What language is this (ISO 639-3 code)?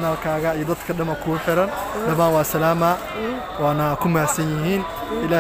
som